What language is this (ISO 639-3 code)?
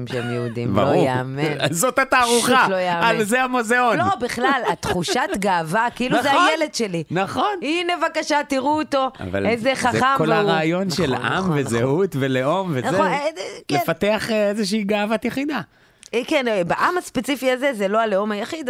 heb